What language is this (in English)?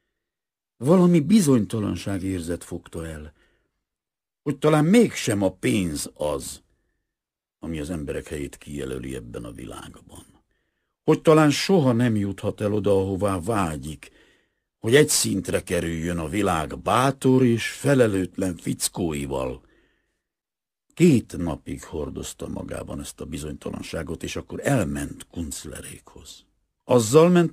Hungarian